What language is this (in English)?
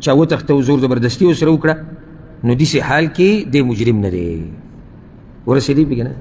Pashto